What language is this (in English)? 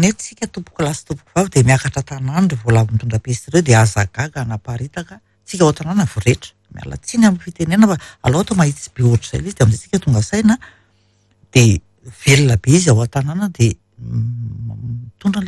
Malagasy